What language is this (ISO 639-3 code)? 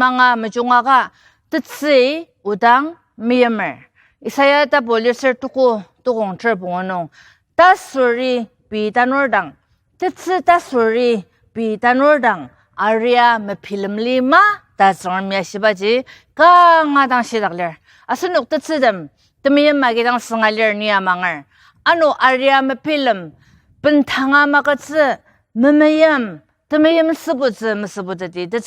njo